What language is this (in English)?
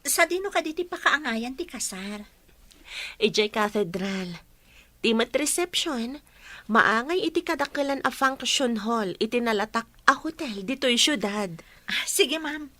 Iloko